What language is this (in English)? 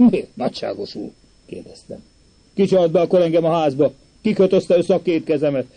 Hungarian